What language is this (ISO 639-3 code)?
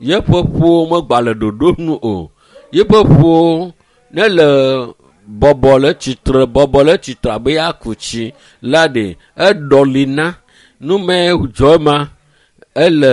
ewe